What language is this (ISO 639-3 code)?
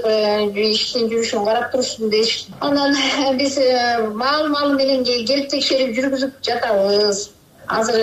kir